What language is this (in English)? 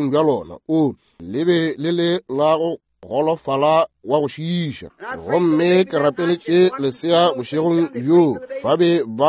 Northern Sotho